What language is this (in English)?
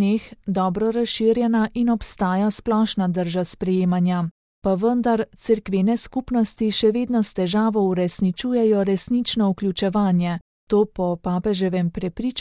Slovenian